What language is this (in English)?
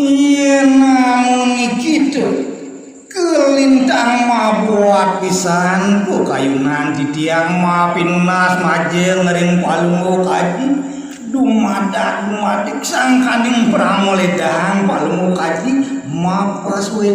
Balinese